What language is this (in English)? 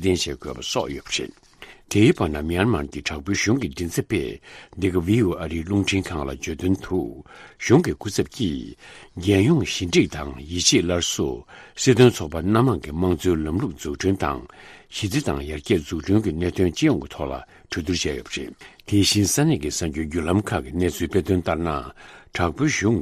Tibetan